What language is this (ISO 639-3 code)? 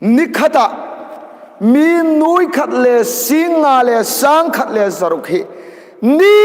hmr